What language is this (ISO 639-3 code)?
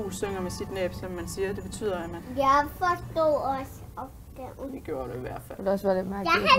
dan